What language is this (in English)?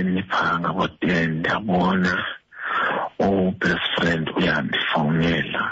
Xhosa